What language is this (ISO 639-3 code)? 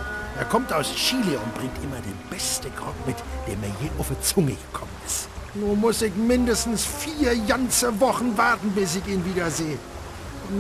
bar